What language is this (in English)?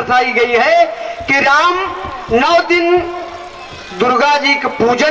Bhojpuri